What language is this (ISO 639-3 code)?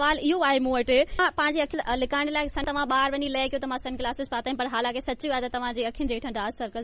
snd